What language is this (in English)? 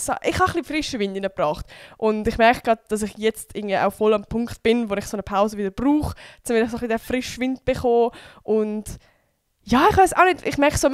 Swiss German